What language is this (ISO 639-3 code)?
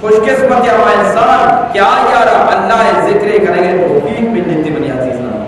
bgp